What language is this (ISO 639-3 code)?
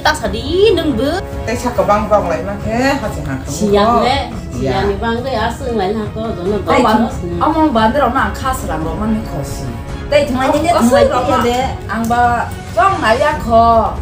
trp